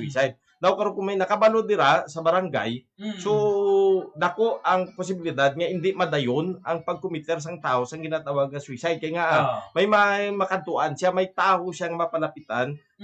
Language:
Hiligaynon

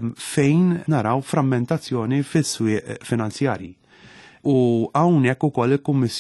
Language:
Maltese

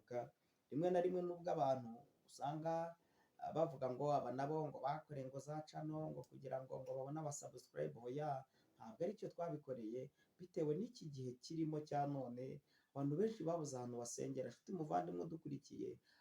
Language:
Kinyarwanda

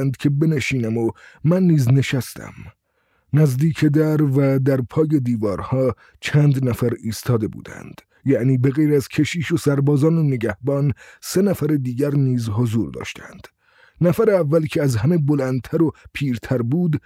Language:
Persian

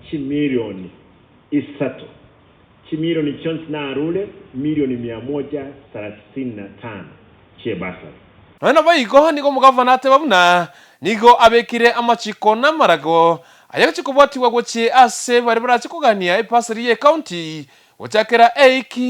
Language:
Gusii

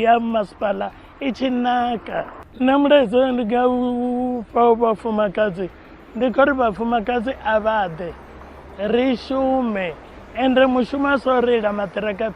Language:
Venda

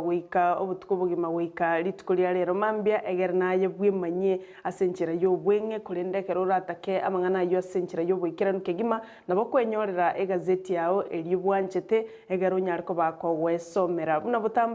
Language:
Gusii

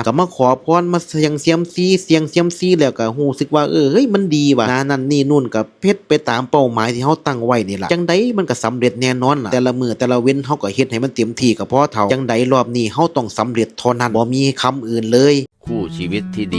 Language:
Northeastern Thai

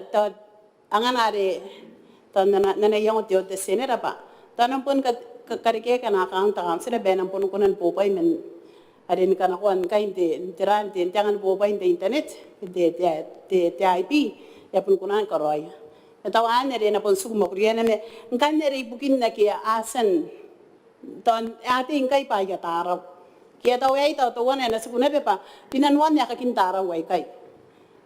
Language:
Gilbertese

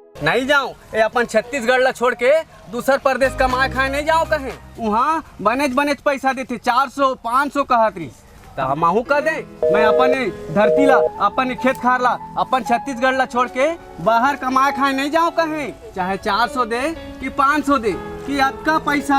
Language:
Chhattisgarhi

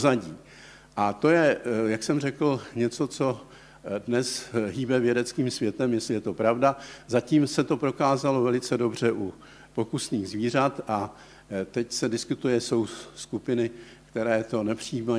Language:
Czech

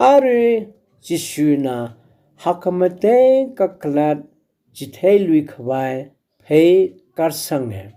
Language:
Tangkhul Naga (India)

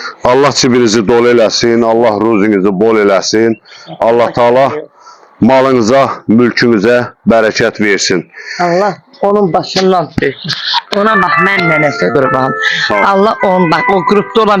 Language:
Azerbaijani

